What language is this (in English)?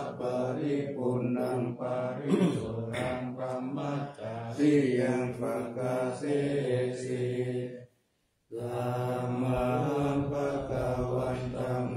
Pali